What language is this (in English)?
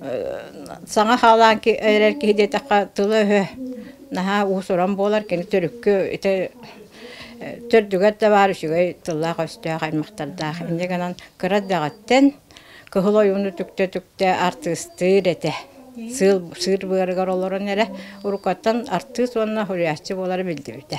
Yakut